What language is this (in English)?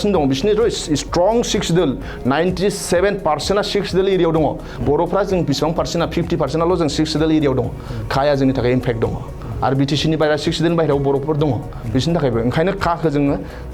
Bodo